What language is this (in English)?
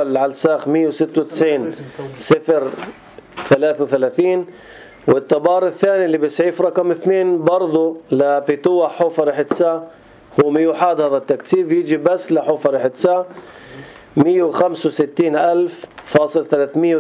North Levantine Arabic